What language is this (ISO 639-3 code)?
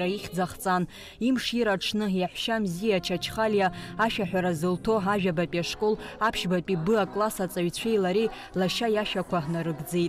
abk